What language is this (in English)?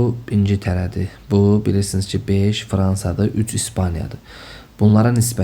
Azerbaijani